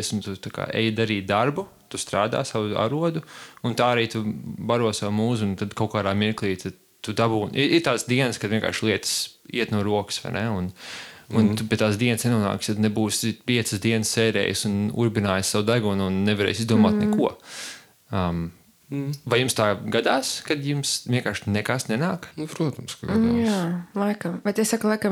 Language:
Latvian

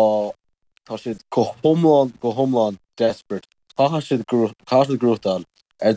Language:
Irish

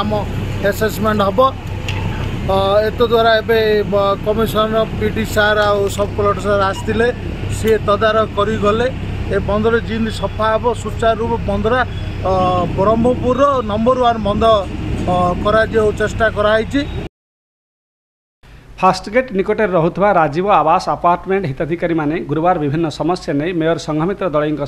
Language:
Odia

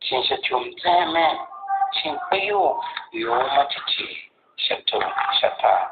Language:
Tiv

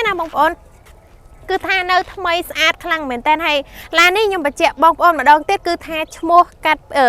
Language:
Khmer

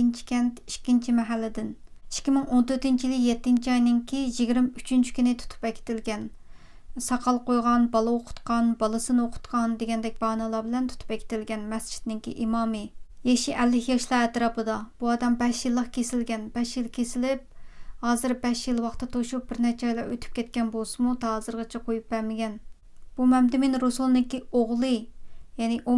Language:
Uyghur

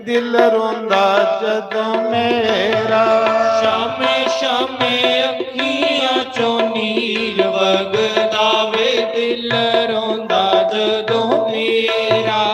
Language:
Dogri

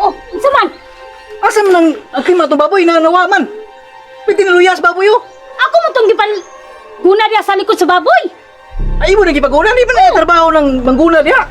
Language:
Cebuano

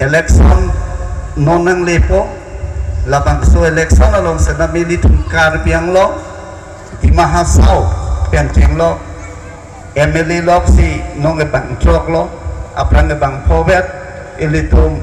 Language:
Karbi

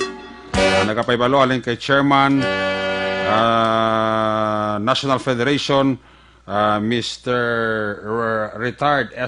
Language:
Hiligaynon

